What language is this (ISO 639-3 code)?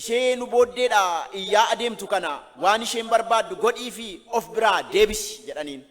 orm